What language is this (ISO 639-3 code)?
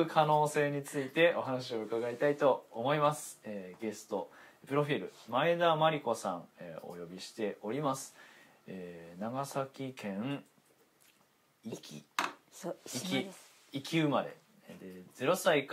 jpn